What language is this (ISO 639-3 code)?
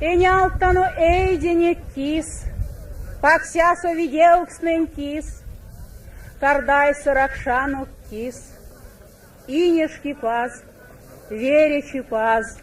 myv